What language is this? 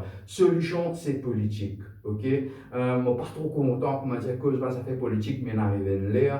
Morisyen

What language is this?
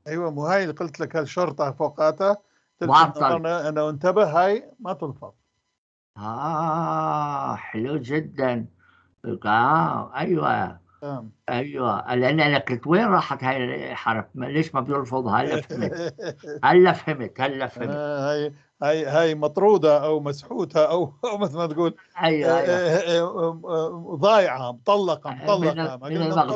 North Levantine Arabic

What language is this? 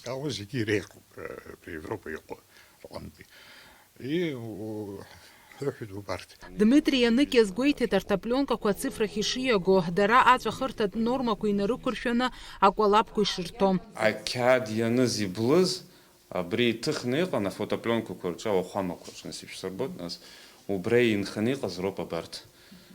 Abkhazian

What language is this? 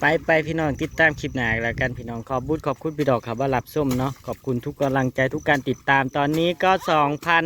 Northeastern Thai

